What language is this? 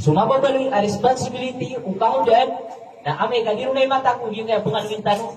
Maranao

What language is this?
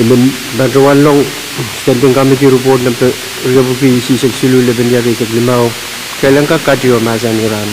Pohnpeian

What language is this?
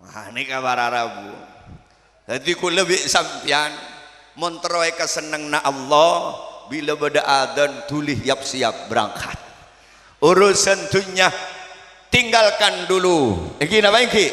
Madurese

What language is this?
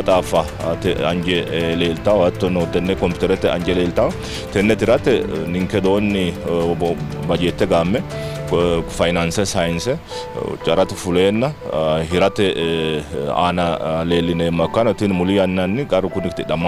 Sidamo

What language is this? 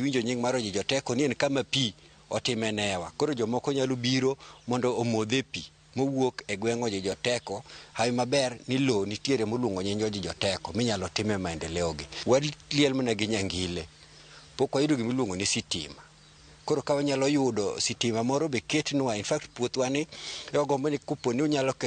Luo (Kenya and Tanzania)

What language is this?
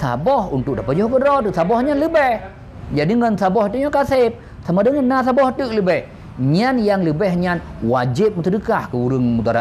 Achinese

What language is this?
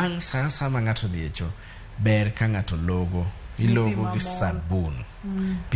Luo (Kenya and Tanzania)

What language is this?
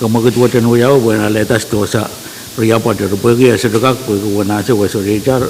Pohnpeian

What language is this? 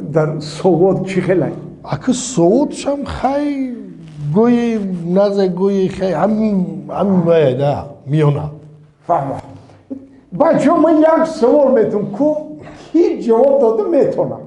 Tajik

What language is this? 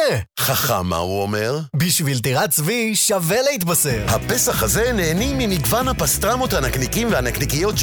Hebrew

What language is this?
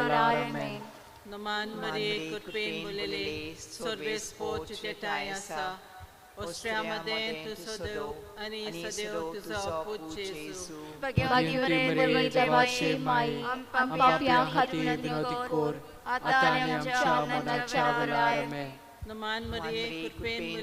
Konkani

